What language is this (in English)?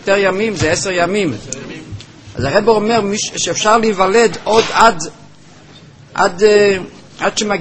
Hebrew